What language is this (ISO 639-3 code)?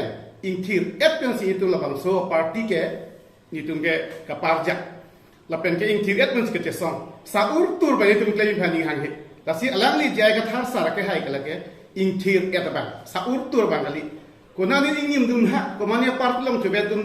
mjw